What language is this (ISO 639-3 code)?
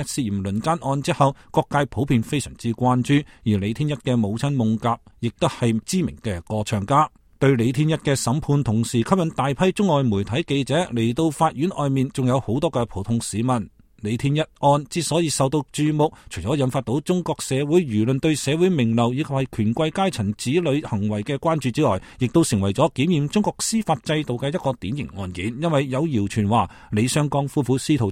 yue